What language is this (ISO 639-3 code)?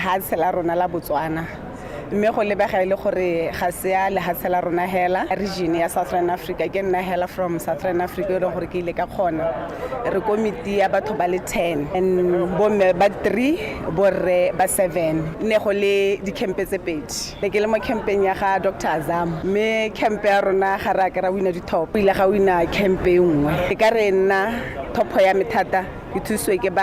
tsn